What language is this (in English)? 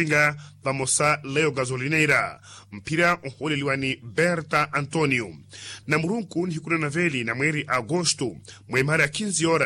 Makhuwa